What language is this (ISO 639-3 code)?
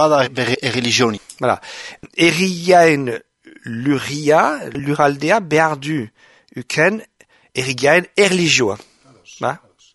eus